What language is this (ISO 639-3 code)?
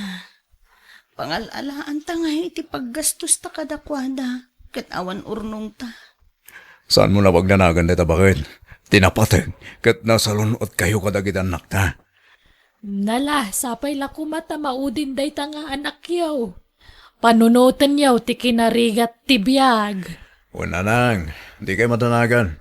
ilo